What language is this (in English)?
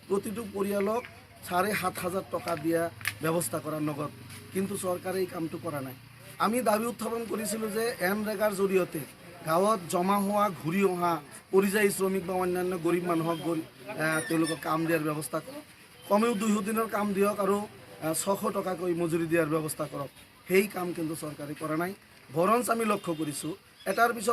Assamese